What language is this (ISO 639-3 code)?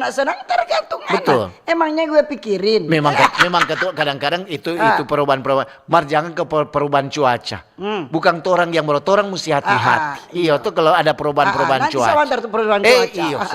xmm